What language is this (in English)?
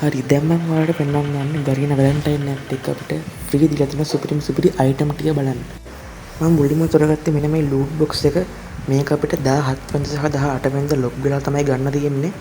Sinhala